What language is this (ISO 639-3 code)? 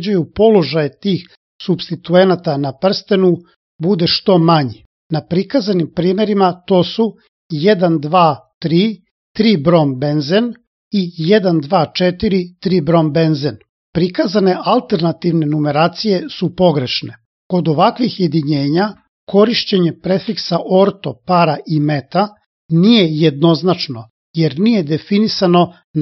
srp